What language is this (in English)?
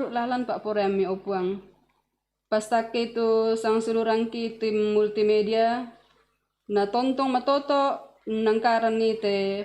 Toraja-Sa'dan